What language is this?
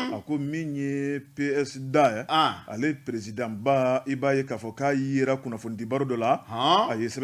Bambara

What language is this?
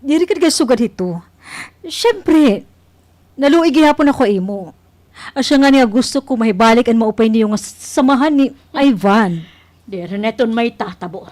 Waray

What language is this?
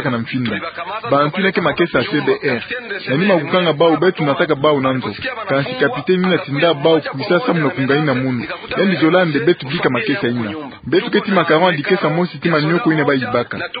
Kituba (Democratic Republic of Congo)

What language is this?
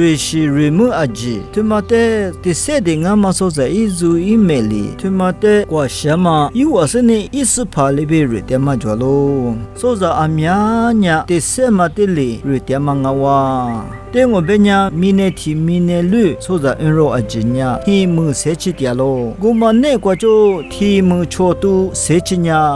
Lisu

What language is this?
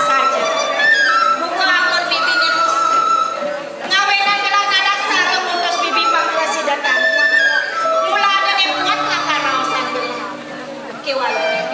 Balinese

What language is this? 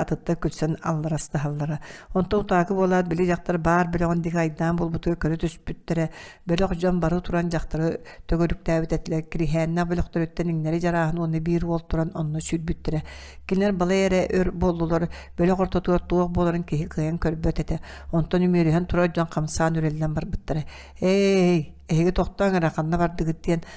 Yakut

